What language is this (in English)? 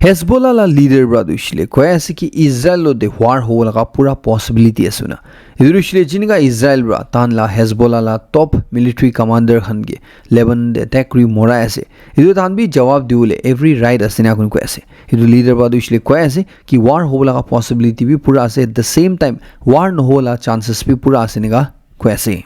Naga Pidgin